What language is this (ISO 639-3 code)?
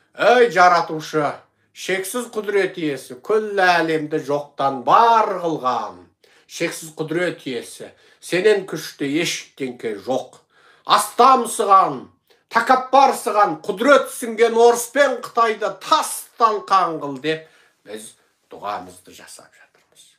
kaz